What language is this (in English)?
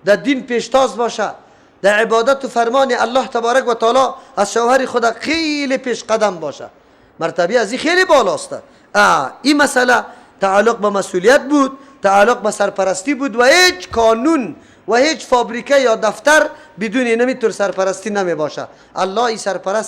Persian